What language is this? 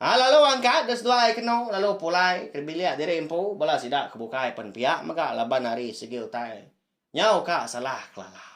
Iban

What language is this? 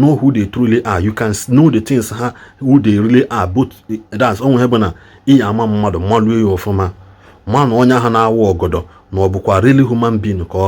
Igbo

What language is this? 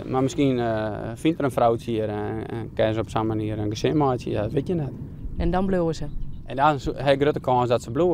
Western Frisian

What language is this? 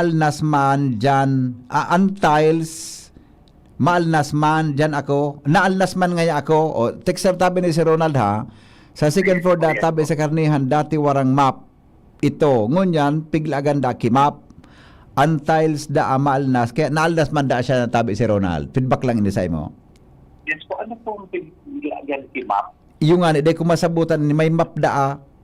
Bikol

